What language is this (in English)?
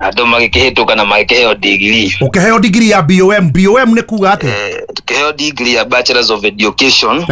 Kikuyu